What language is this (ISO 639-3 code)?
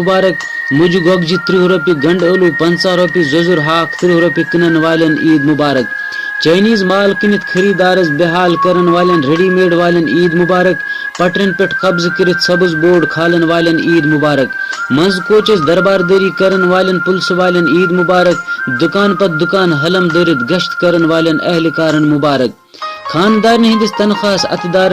kas